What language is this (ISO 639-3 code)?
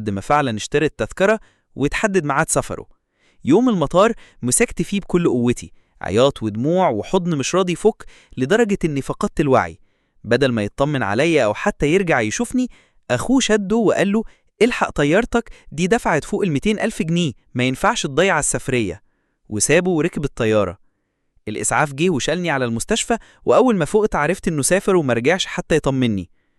arz